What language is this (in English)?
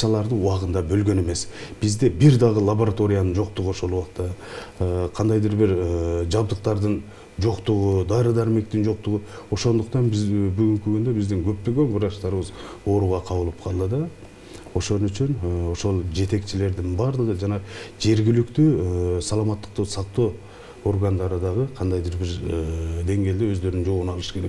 Kyrgyz